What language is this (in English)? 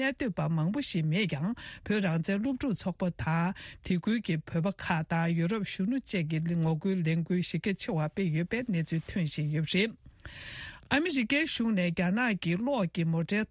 Tibetan